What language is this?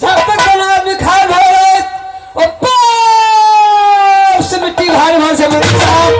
Maithili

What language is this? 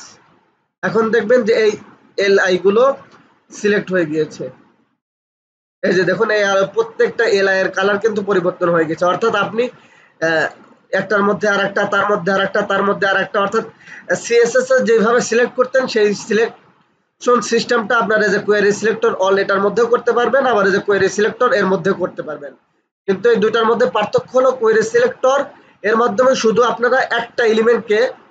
Bangla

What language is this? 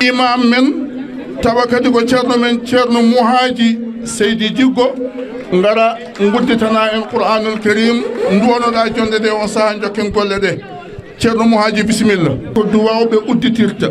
Fula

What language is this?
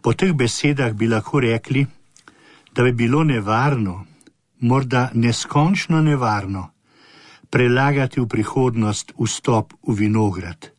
Slovenian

